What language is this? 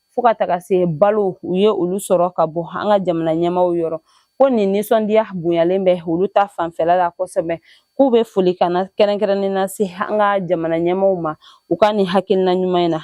Bambara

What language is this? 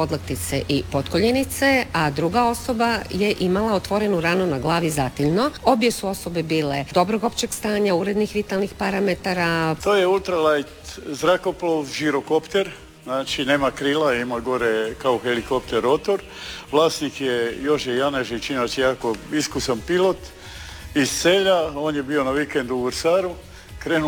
Croatian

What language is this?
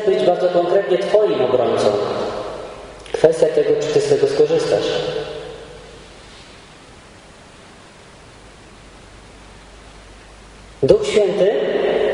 Polish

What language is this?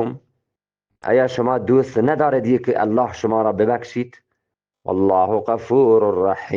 Eastern Balochi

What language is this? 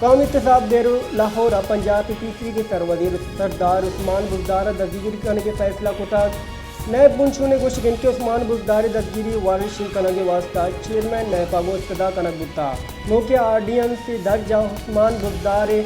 Baluchi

